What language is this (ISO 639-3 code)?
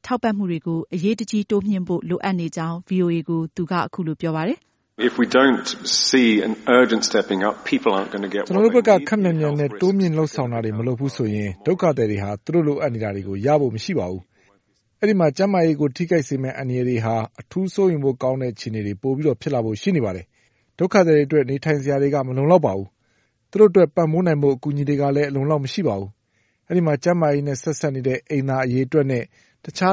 mya